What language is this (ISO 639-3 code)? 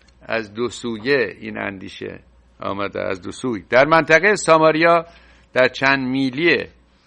fas